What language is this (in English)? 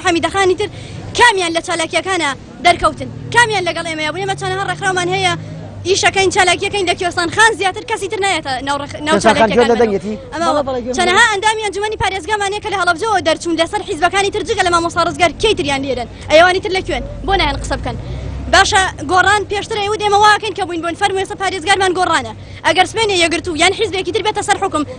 Central Kurdish